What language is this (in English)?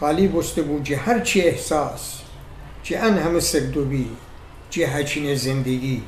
Gilaki